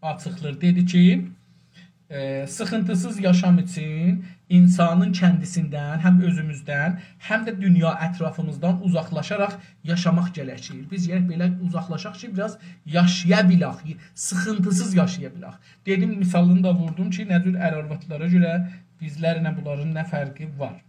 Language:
South Azerbaijani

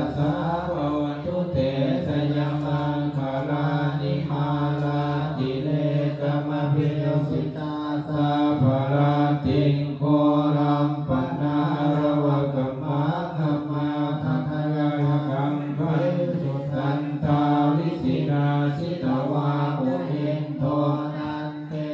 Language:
Pali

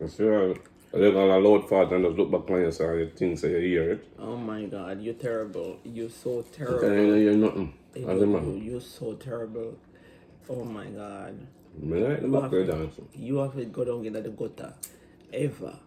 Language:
Jamaican Creole English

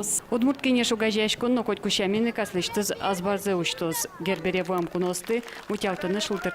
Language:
Udmurt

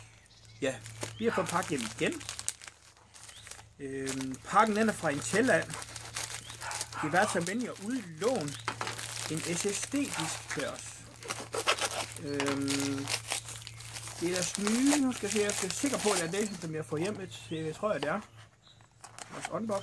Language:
Danish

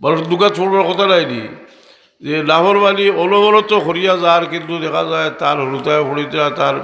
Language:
Sylheti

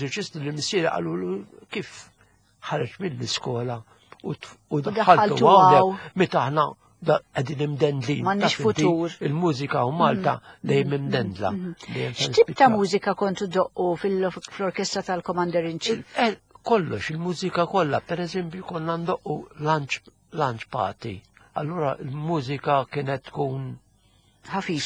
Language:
Maltese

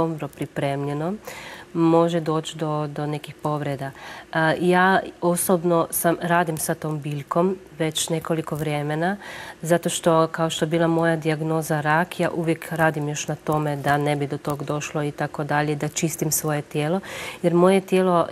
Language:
Croatian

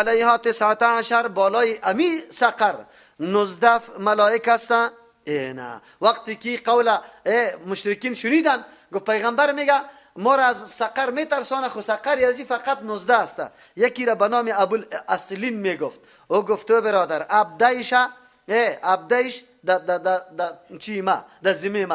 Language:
Persian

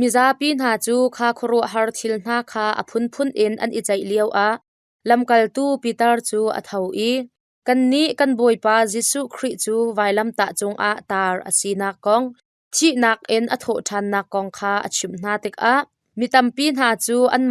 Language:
Hakha Chin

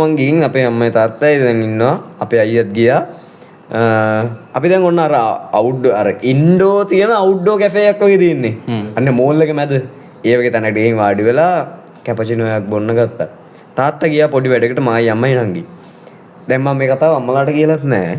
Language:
Sinhala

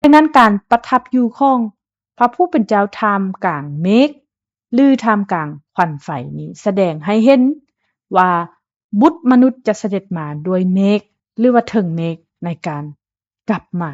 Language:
Lao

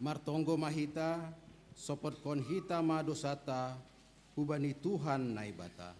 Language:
Batak Simalungun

